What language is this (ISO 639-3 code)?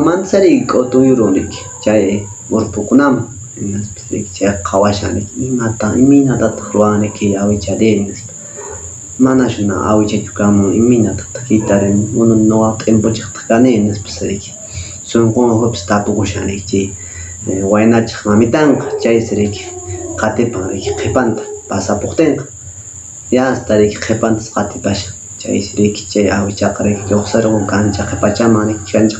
que